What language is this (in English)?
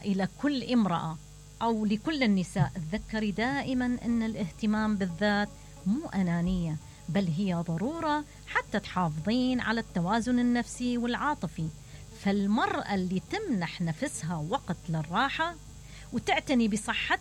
Mesopotamian Arabic